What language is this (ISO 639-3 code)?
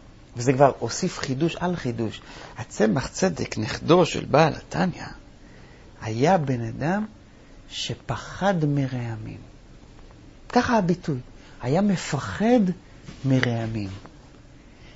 heb